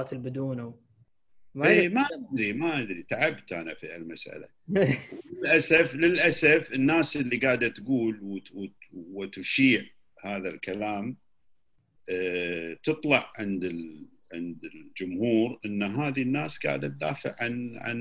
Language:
Gulf Arabic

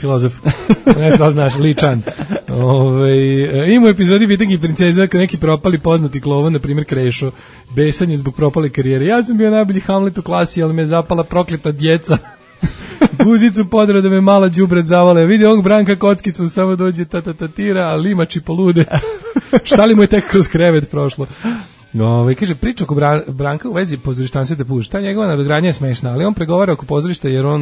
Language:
Serbian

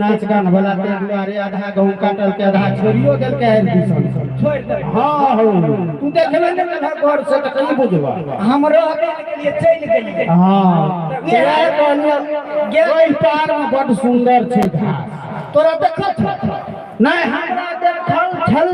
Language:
Maithili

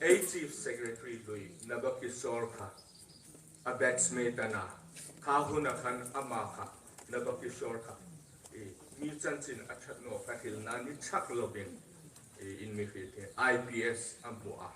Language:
Hmar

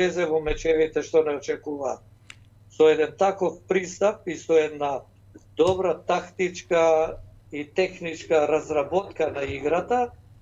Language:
Macedonian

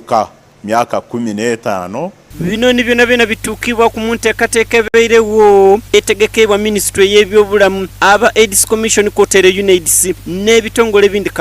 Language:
Soga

